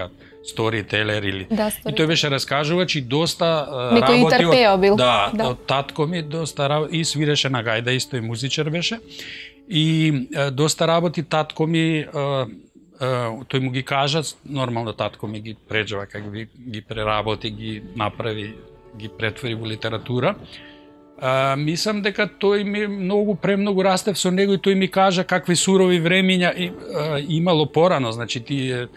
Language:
Macedonian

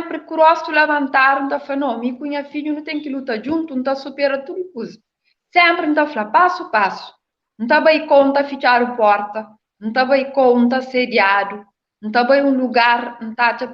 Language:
Kabuverdianu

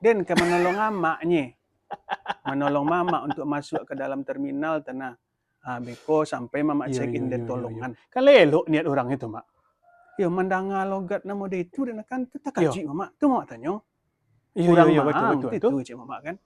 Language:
Minangkabau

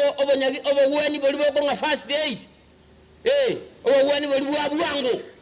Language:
Gusii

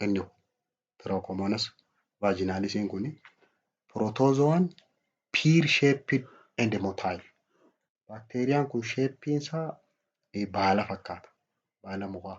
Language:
Oromo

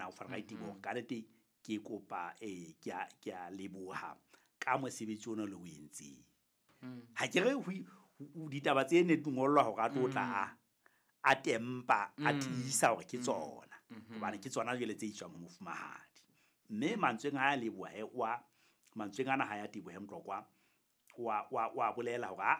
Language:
Southern Sotho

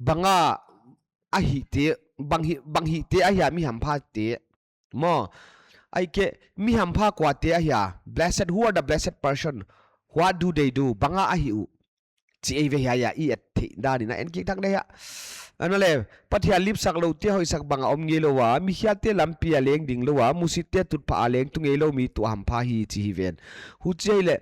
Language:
Paite Chin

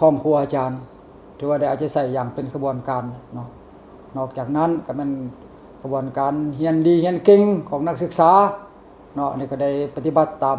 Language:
Lao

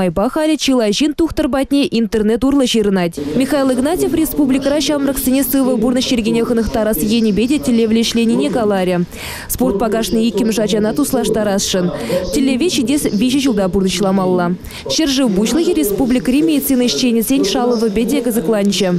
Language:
Chuvash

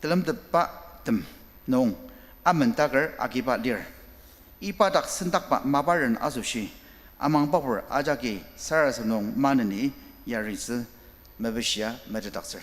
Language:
Ao Naga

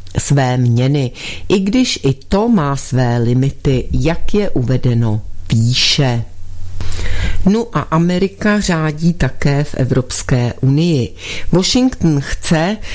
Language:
Czech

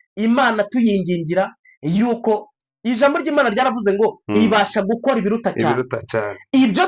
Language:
Kinyarwanda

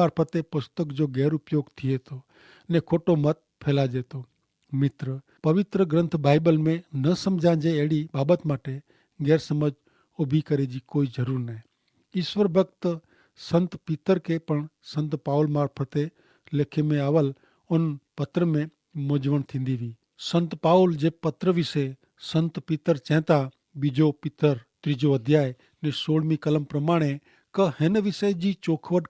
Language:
Kachhi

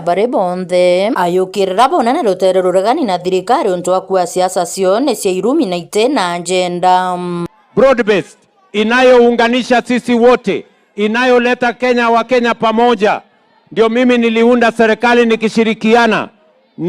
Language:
Meru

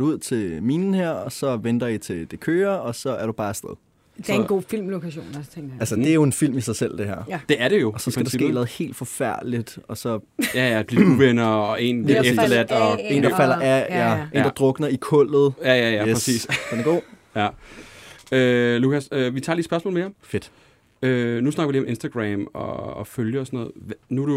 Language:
Danish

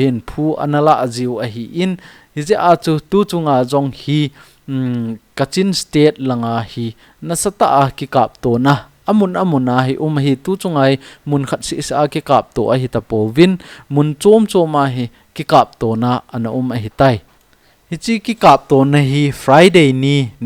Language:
Thado Chin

